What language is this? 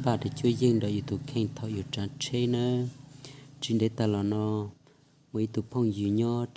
Hmong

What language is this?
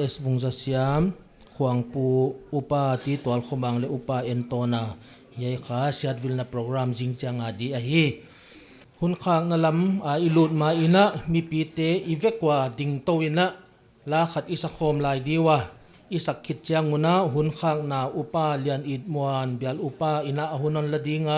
Paite Chin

